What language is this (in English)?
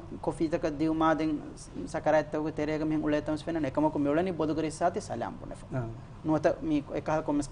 Divehi